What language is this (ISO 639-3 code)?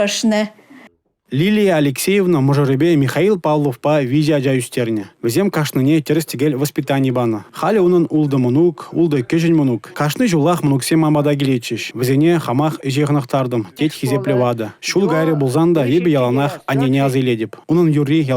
chv